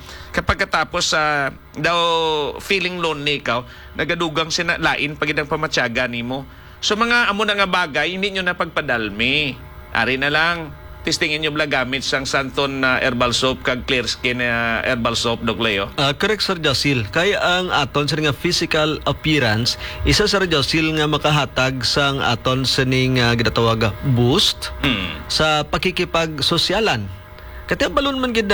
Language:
Hiligaynon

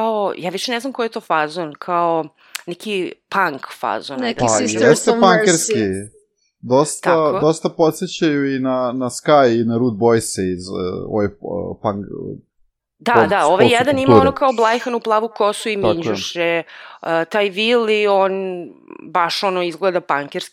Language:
Serbian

